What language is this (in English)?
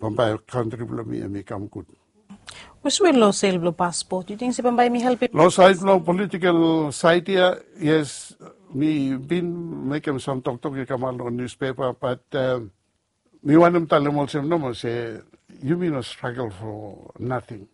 Bislama